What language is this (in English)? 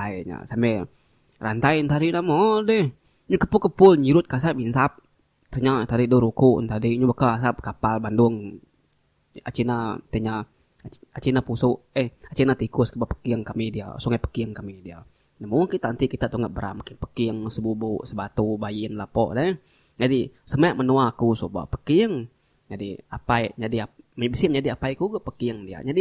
Iban